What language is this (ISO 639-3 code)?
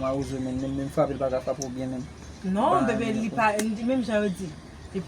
hat